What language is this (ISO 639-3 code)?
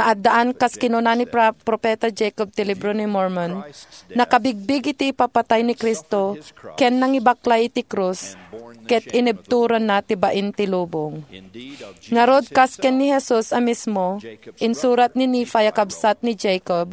ilo